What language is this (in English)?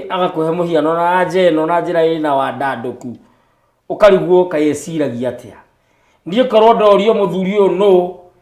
Kikuyu